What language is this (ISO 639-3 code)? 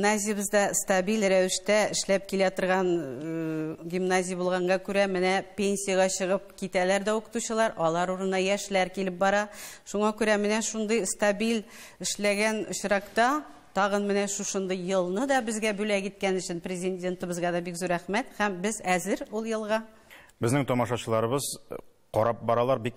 tat